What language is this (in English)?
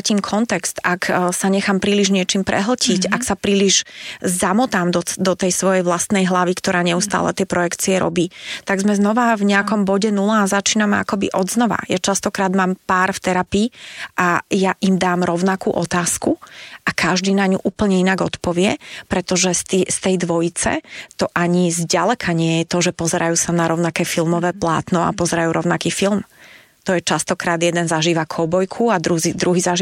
Slovak